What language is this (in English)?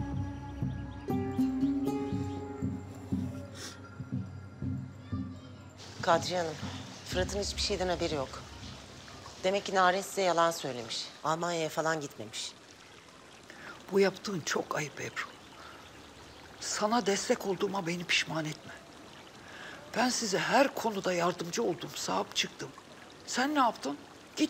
Turkish